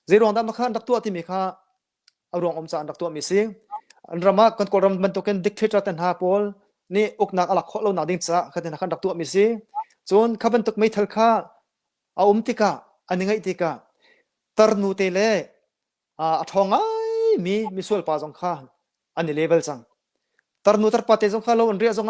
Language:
Hakha Chin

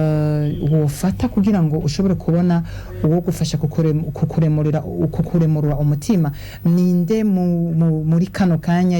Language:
Rundi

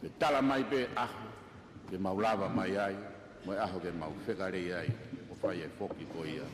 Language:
Tongan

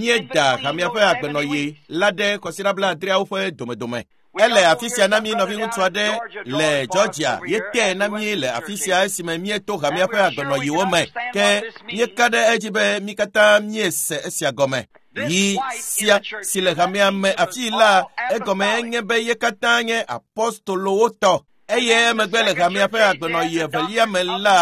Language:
Ewe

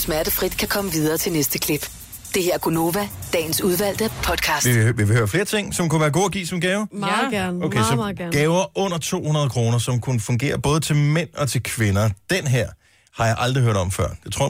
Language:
Danish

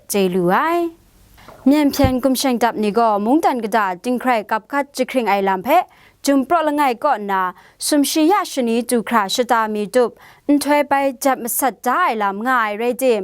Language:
Kachin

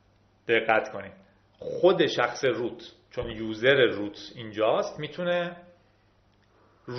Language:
Persian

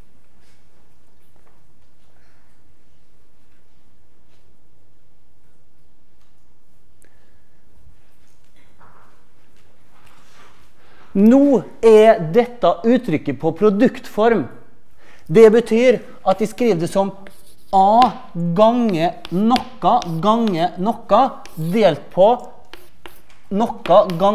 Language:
Norwegian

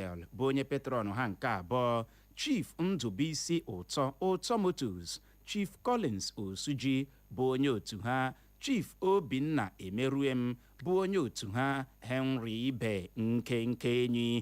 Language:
Igbo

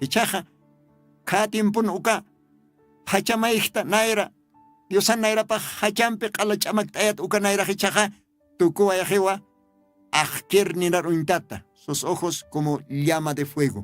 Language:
Aymara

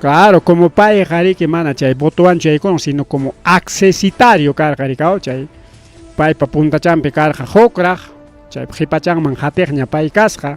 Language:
Ayacucho Quechua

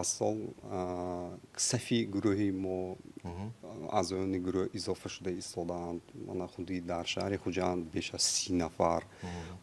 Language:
Tajik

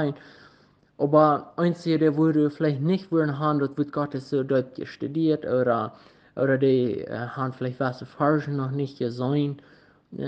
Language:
Plautdietsch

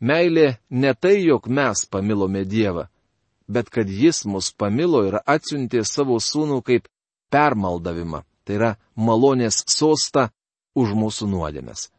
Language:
Lithuanian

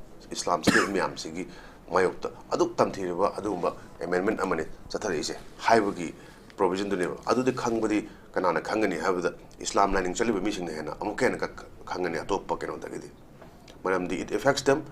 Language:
Manipuri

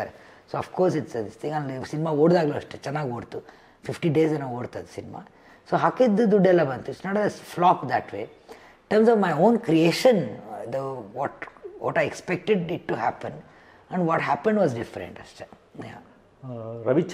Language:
Kannada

